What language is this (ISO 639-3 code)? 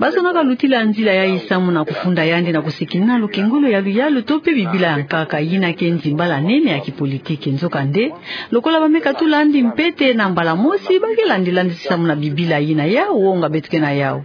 ktu